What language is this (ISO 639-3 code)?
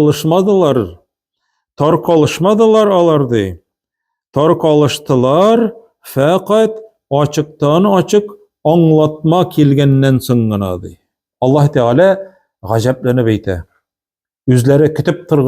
tat